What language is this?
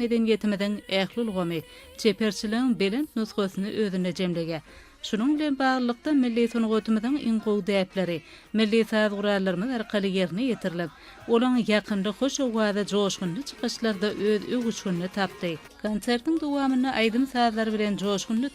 Turkmen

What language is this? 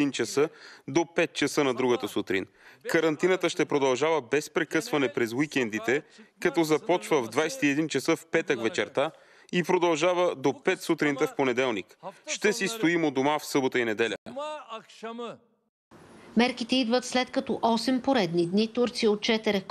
Bulgarian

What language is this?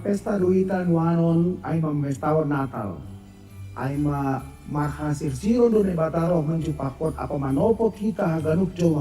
Batak Simalungun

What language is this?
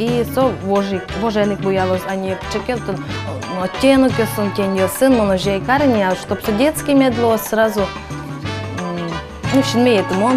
Udmurt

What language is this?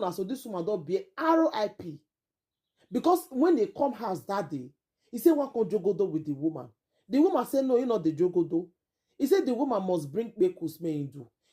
Nigerian Pidgin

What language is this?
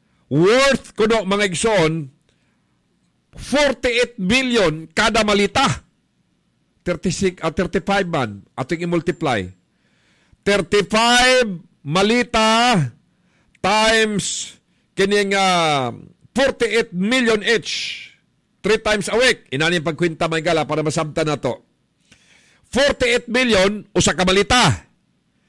Cebuano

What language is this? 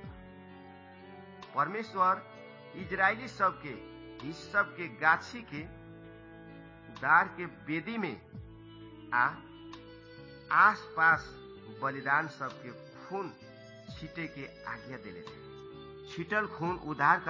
Bhojpuri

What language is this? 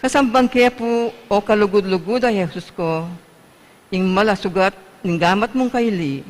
Pampanga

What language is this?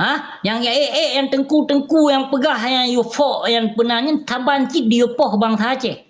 Achinese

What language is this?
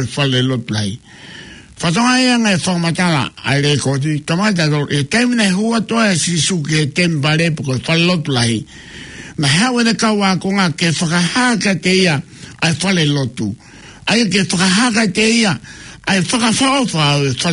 Tongan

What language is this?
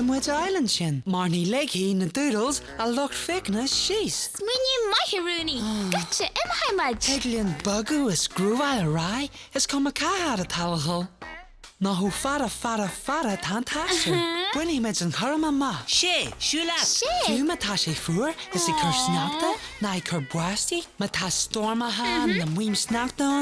Irish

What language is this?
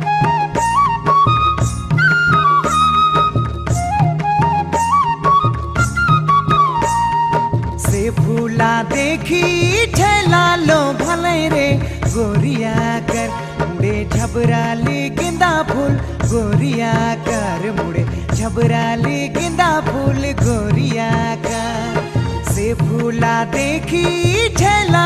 Sadri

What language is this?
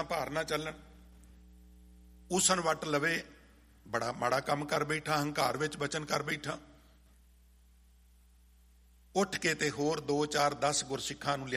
Punjabi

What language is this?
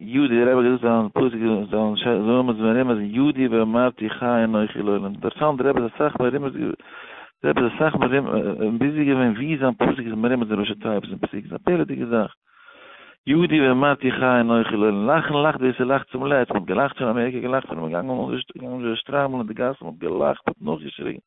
Yiddish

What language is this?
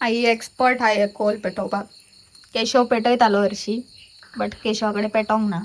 Konkani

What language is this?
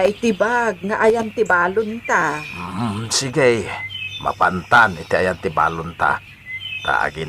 Iloko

